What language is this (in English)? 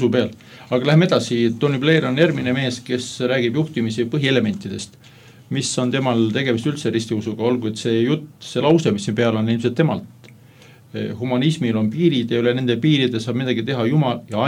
Estonian